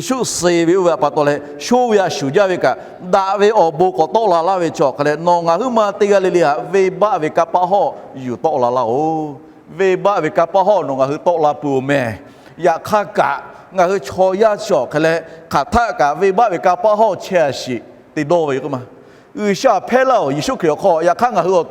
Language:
Lahu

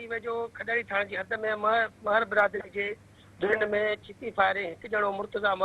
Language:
Sindhi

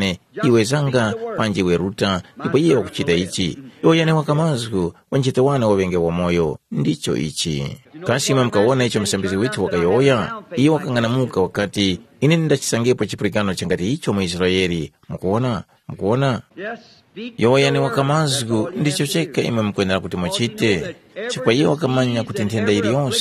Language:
Tumbuka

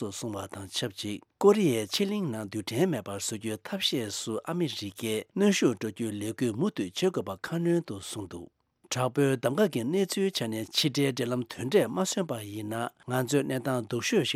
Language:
Tibetan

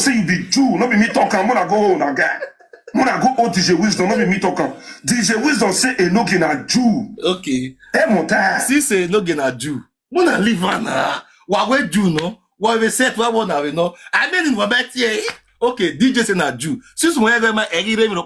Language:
Nigerian Pidgin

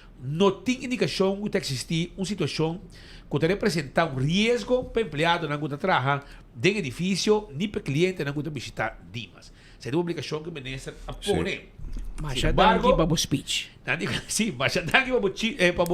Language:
Papiamento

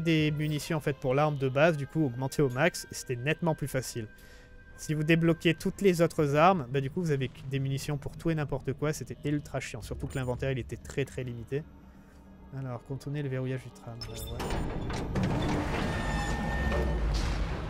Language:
French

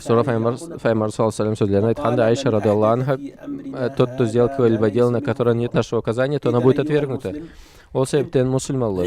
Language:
Karachay-Balkar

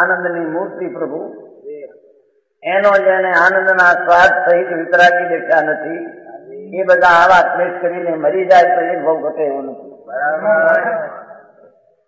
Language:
Gujarati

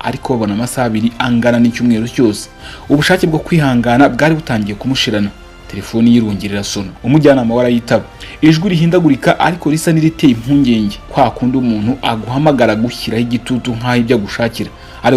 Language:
Kinyarwanda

